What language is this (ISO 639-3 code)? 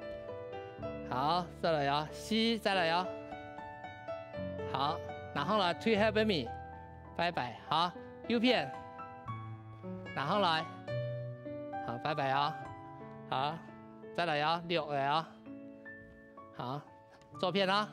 hak